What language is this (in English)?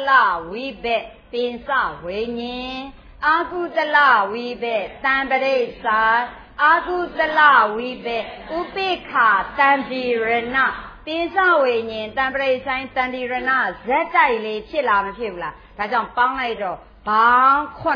Burmese